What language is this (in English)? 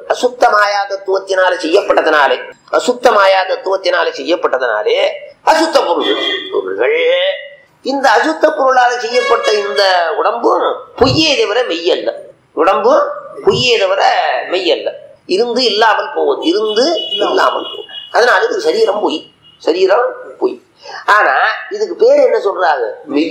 Tamil